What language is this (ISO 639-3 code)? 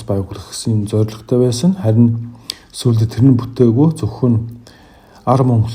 mon